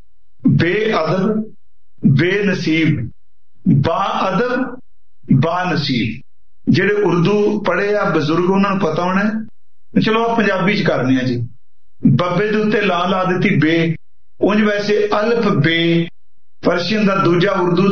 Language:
Punjabi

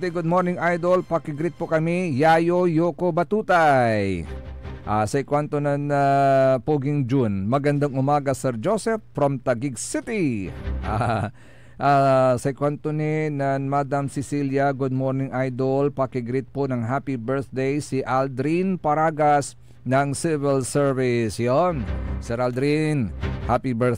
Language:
Pangasinan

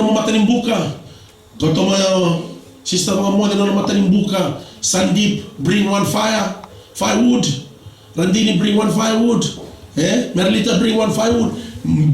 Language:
Fijian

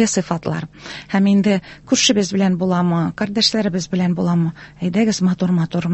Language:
Tatar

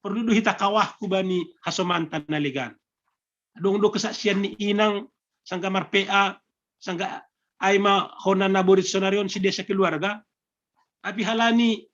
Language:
Batak Simalungun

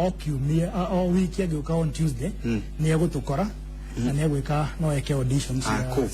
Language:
Kikuyu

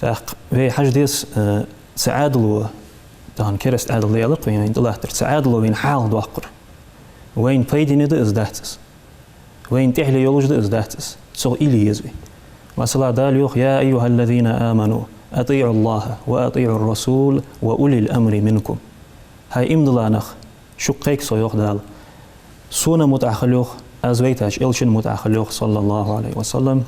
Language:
Ingush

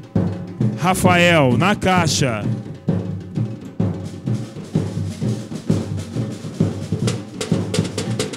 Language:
Portuguese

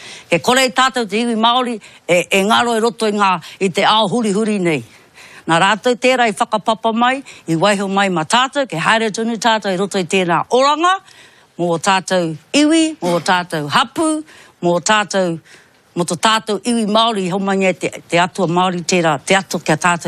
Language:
Māori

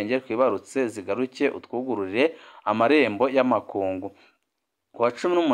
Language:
Rundi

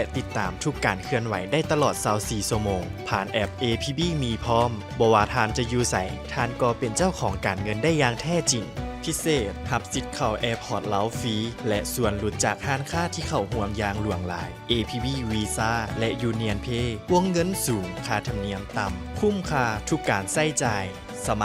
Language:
Lao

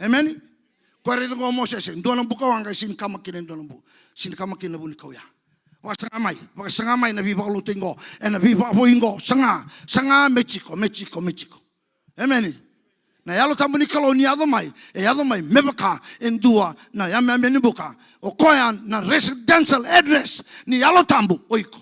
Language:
Fijian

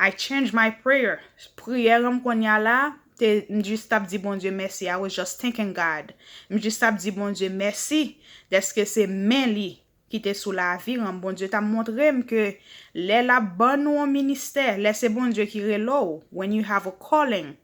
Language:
Haitian Creole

